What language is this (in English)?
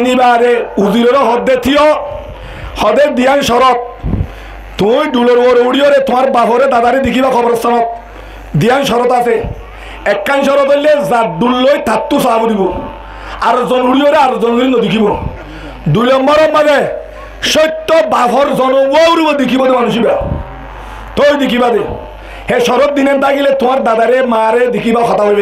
Rohingya